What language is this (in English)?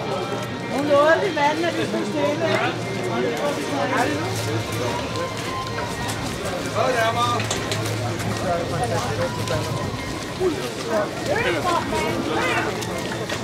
Danish